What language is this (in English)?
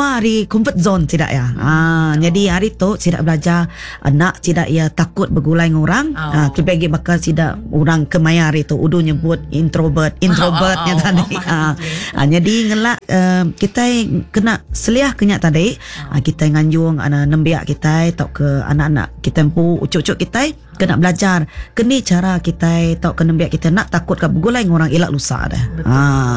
Iban